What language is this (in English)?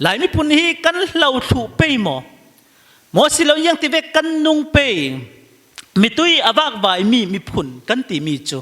Falam Chin